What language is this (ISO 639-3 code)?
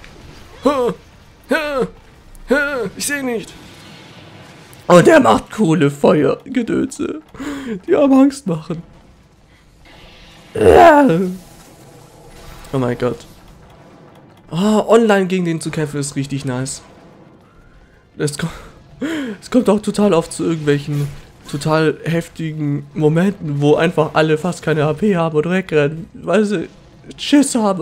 deu